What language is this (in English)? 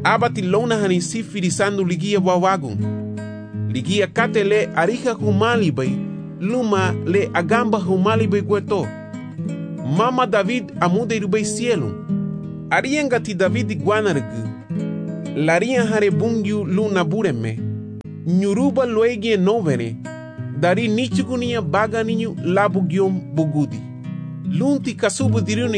Garifuna